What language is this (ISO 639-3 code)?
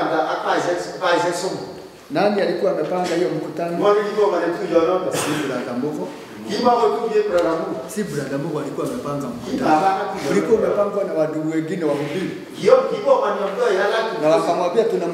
swa